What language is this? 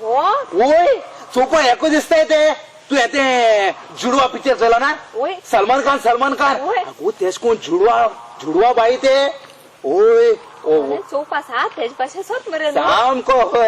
Konkani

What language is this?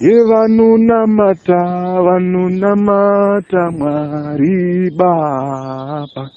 Shona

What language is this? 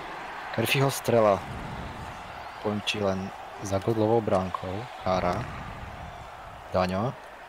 Slovak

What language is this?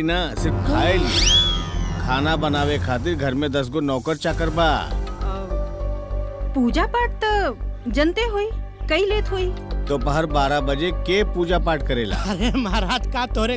Bhojpuri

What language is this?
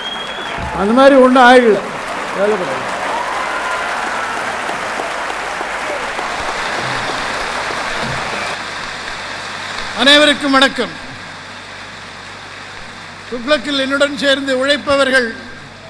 Tamil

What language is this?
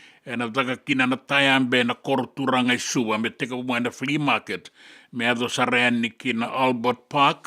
Fijian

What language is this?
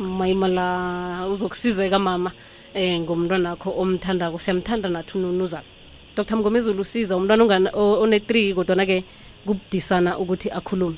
South Ndebele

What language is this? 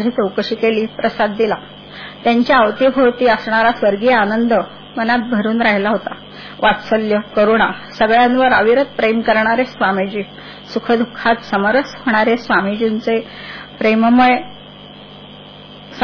Marathi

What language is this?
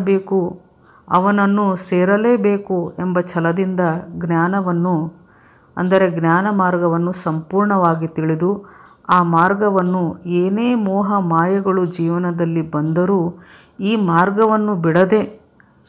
Kannada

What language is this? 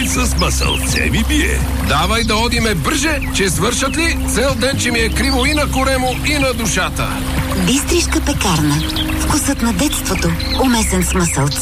Bulgarian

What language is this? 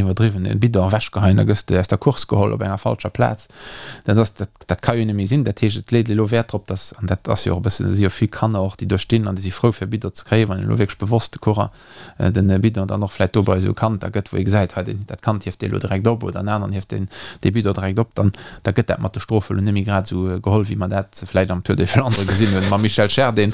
Luxembourgish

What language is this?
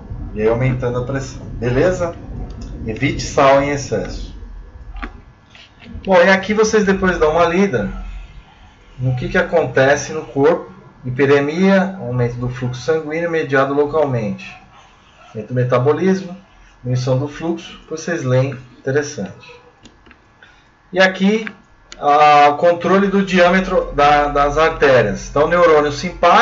Portuguese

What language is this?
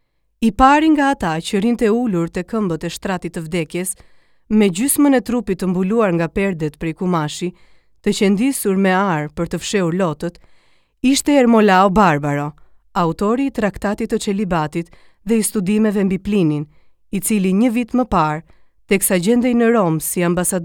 Albanian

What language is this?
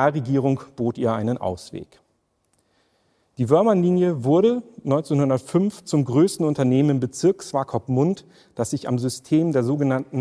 German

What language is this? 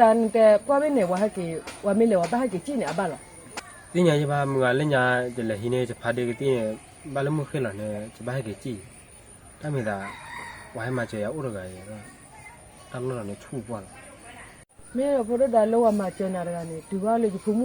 S'gaw Karen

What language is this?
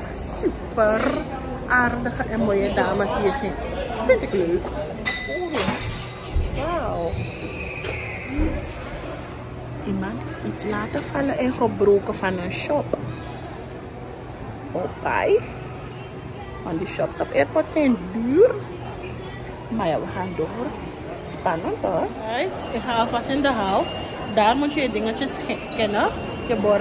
Dutch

